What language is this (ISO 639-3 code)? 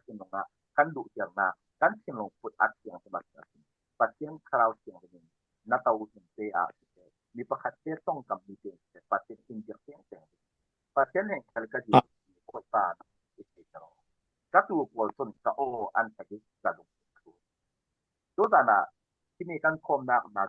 cfm